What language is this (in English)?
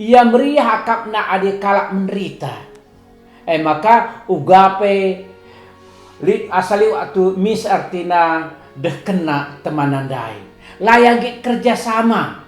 Batak Karo